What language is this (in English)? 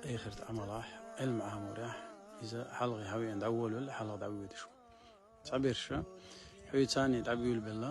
Chechen